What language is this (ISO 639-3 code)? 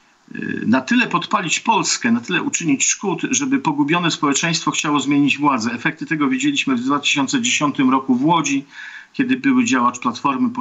pol